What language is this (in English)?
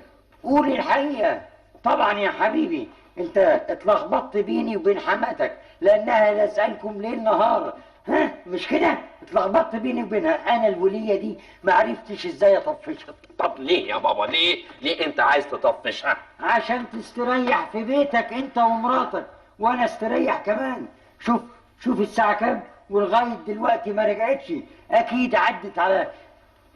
Egyptian Arabic